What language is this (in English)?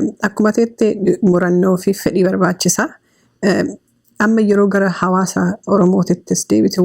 Oromo